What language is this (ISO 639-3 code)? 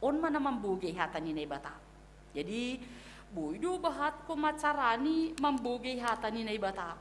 bts